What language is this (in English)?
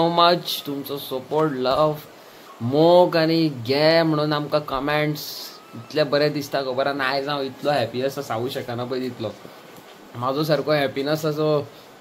Konkani